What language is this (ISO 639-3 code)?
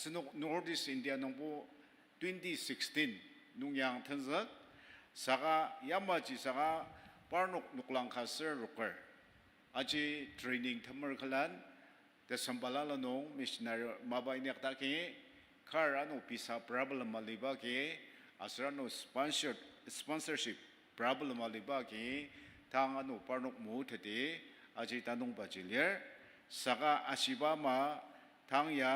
njo